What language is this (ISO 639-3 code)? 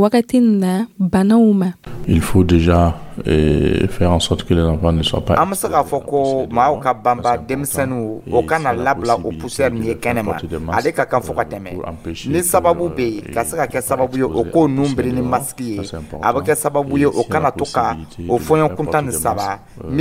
dyu